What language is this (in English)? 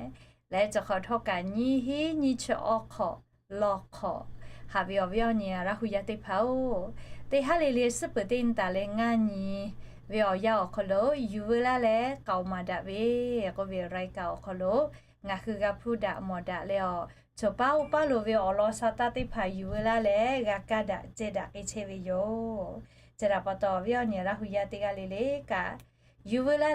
Lahu